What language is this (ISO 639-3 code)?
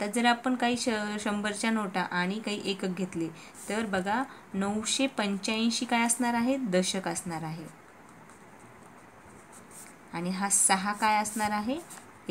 mar